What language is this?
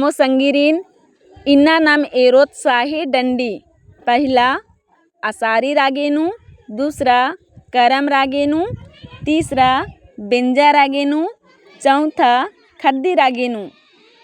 Kurukh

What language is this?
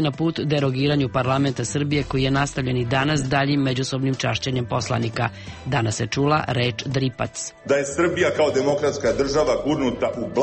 Serbian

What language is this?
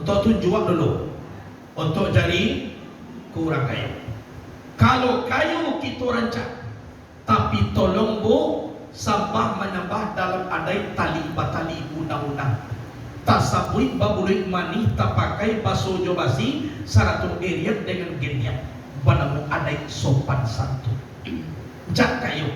Minangkabau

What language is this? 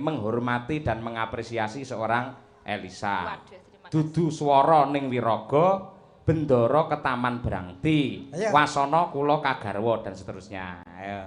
Javanese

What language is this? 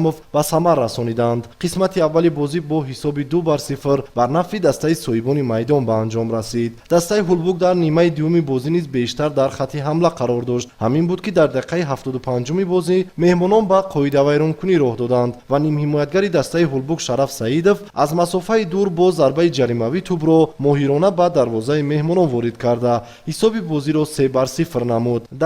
Tajik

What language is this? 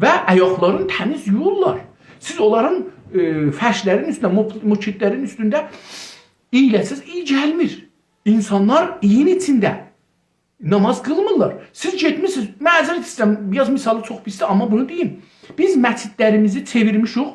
South Azerbaijani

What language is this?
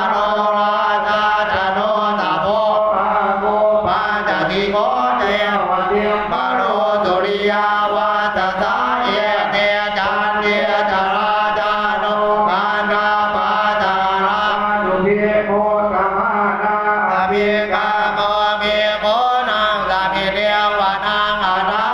Pali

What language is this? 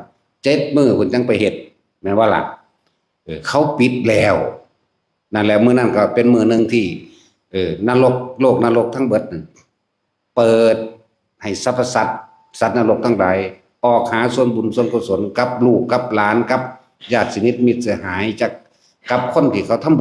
Northeastern Thai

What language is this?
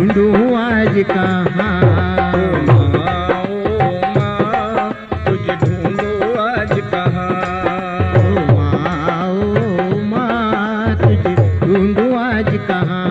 Hindi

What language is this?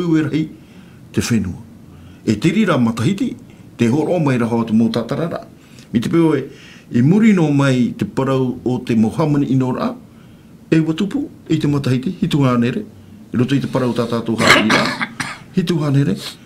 Tahitian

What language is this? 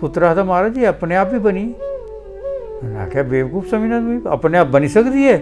Dogri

